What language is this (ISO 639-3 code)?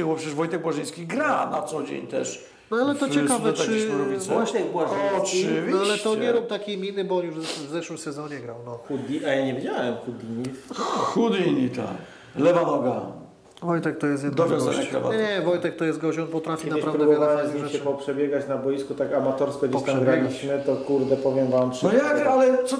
pol